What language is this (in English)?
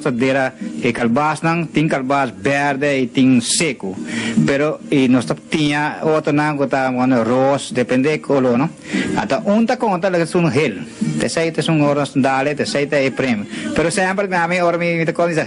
Papiamento